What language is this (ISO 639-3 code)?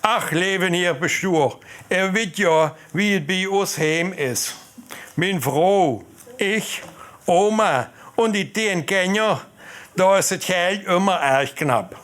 lim